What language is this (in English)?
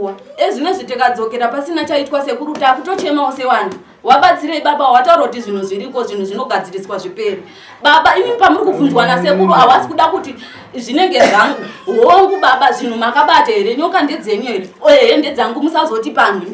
Shona